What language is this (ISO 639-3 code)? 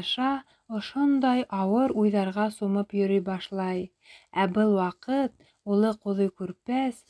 bak